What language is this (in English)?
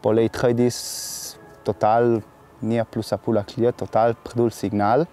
Ladin